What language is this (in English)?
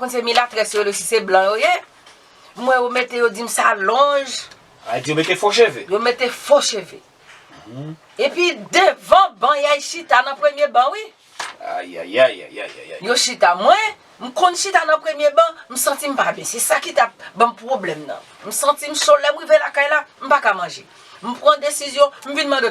Haitian Creole